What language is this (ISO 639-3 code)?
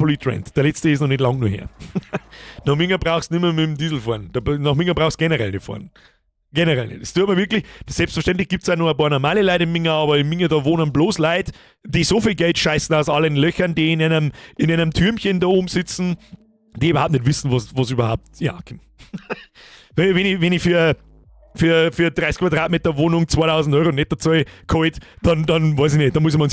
bar